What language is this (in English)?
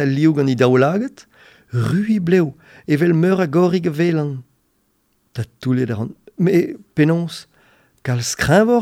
Breton